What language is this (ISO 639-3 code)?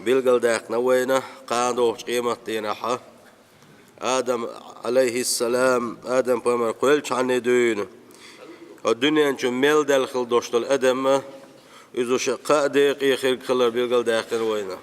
che